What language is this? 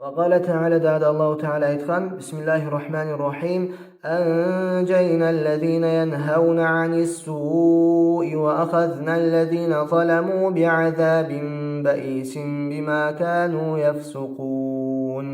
Kumyk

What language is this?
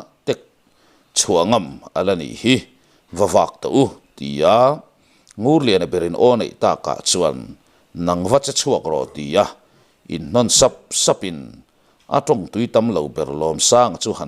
Mizo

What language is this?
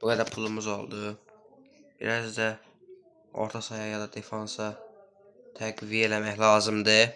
Azerbaijani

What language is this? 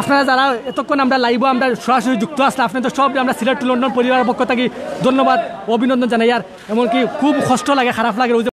Sylheti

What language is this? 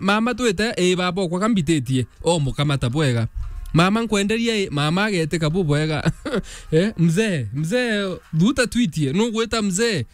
Meru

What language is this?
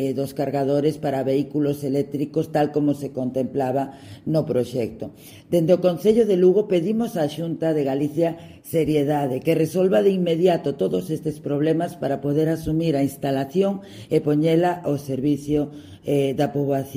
Galician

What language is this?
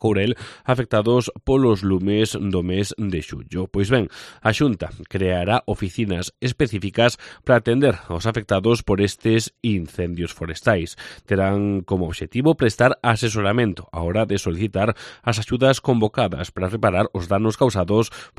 Galician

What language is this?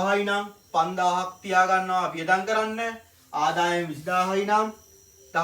Sinhala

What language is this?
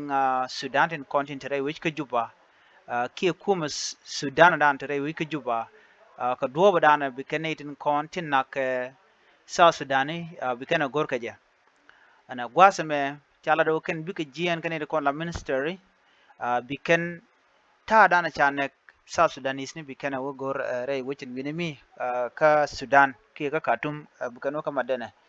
Nuer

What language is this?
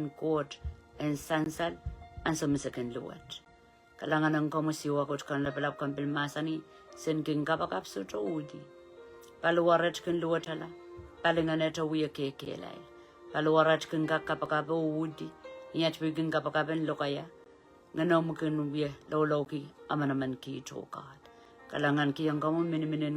Pohnpeian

